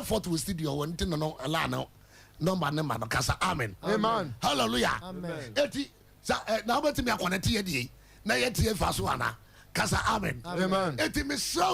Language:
Akan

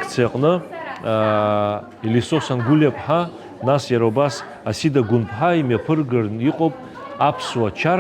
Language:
Abkhazian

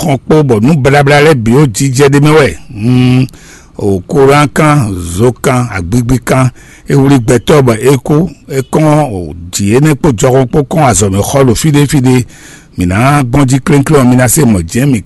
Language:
Fon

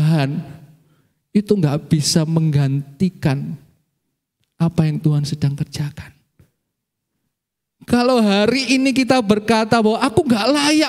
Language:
Indonesian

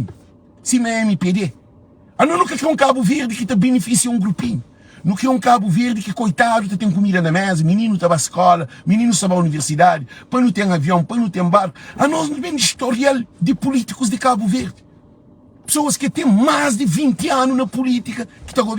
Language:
Kabuverdianu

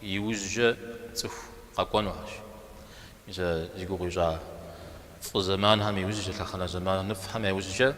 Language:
Kabardian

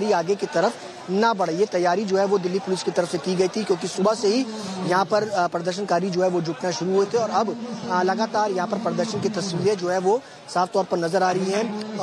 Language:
Hindi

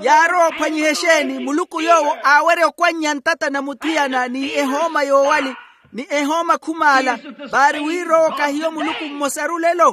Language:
Makhuwa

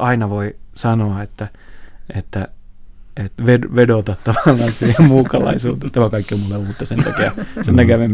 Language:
Finnish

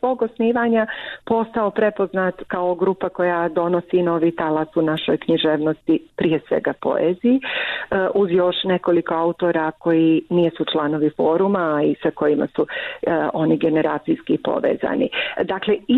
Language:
Bosnian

